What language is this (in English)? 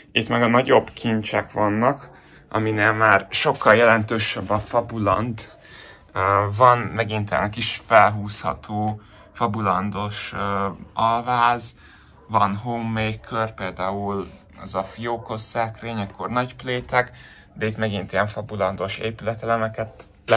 Hungarian